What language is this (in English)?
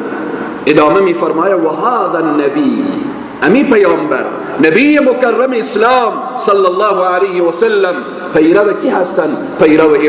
Persian